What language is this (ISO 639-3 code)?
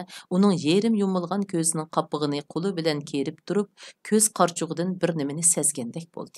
uig